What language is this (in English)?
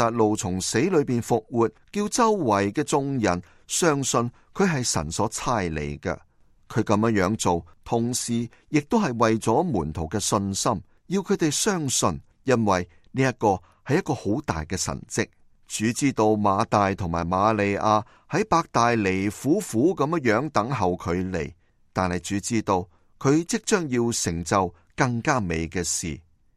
Cantonese